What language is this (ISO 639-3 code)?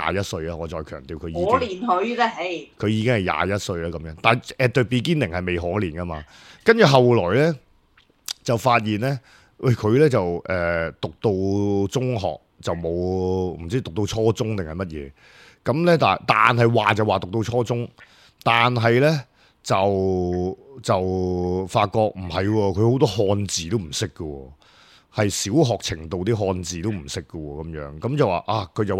yue